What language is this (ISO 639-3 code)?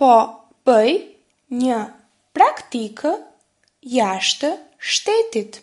sqi